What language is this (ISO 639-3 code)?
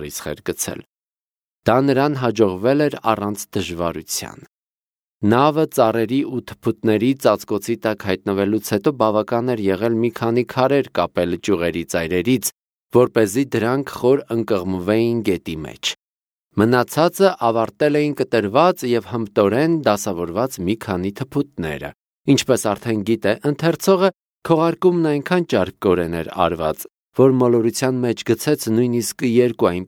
hye